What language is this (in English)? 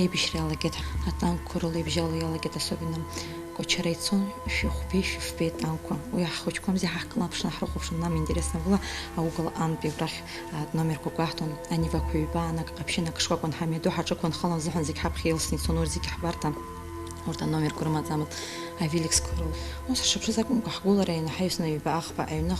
Abkhazian